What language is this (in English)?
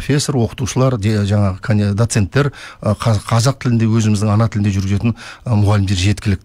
Kazakh